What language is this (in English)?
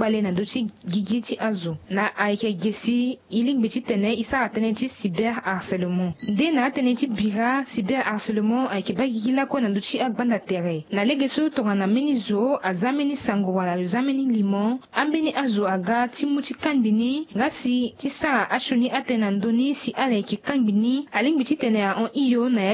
Sango